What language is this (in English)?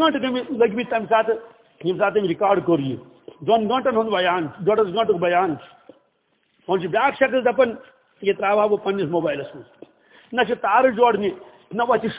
Kashmiri